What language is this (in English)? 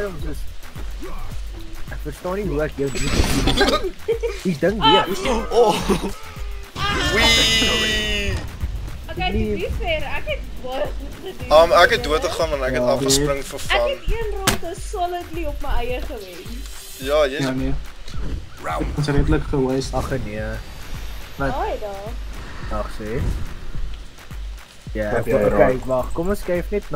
Afrikaans